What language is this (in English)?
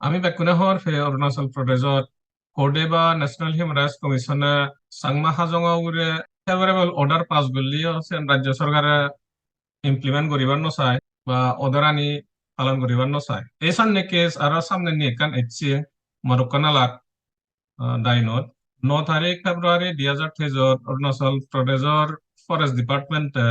Chakma